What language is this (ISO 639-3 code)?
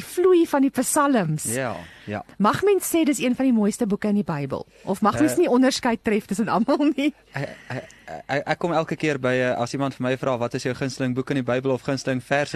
afr